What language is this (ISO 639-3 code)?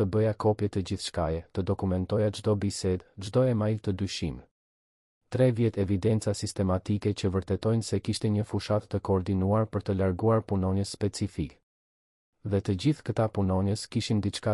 sqi